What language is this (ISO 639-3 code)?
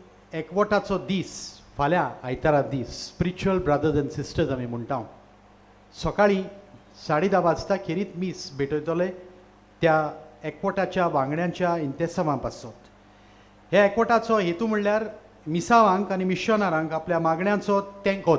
kok